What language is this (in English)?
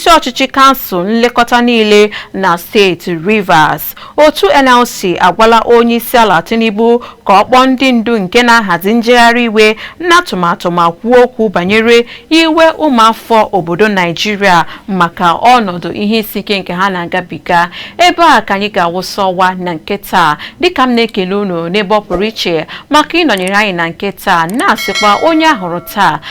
Igbo